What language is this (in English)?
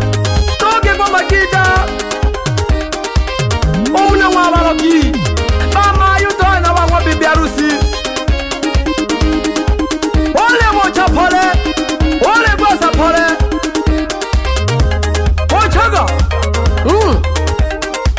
Swahili